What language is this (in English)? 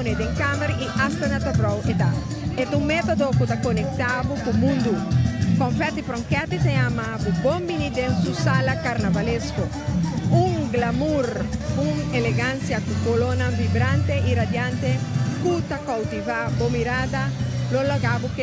Papiamento